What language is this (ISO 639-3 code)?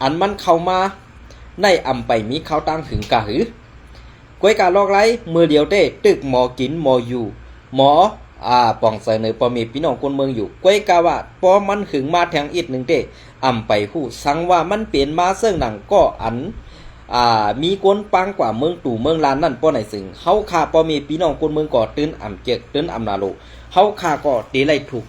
shn